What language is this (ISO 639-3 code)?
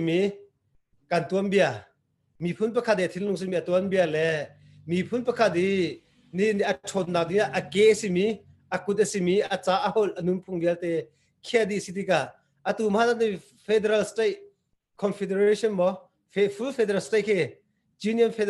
cnh